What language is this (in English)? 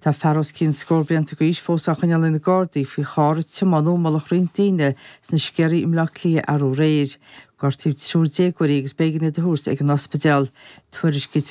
Irish